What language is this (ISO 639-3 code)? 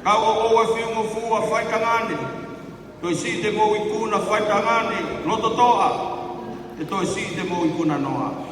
ton